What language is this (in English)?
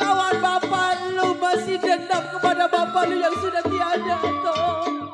Betawi